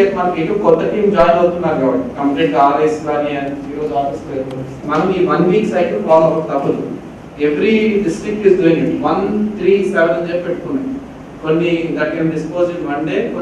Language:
Telugu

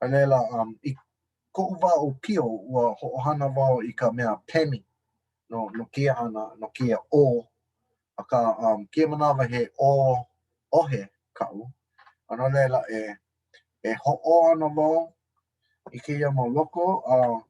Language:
Hawaiian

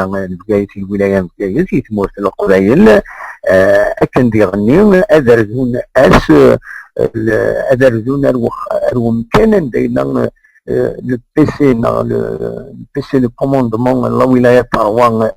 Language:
Kabyle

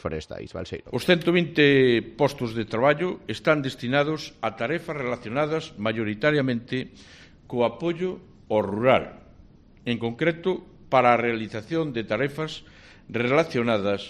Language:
Galician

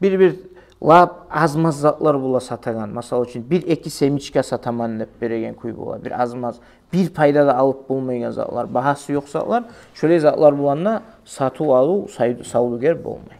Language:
Kumyk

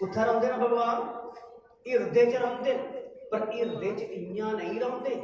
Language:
Dogri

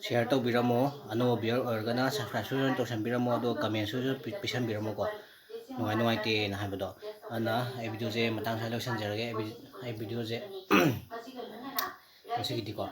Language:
Manipuri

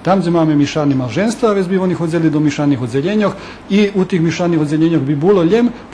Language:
Rusyn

